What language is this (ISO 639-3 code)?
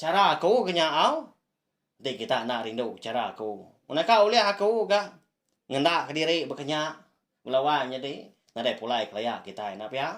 iba